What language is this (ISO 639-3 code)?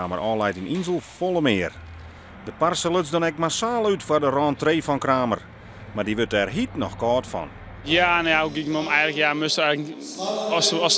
fry